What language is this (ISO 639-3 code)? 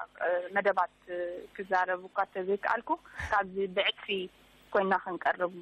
tir